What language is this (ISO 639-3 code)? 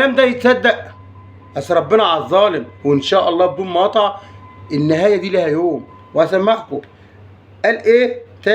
arz